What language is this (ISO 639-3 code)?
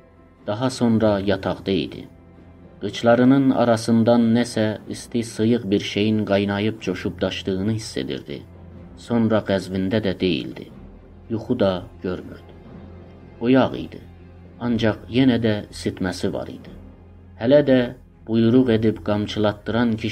azb